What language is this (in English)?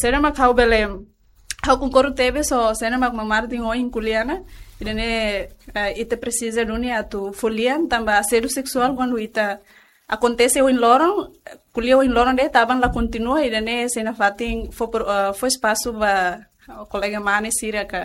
Tetum